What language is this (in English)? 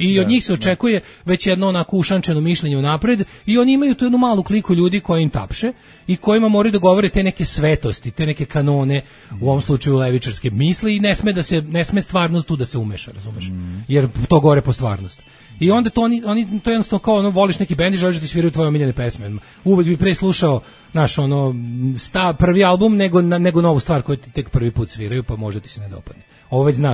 Serbian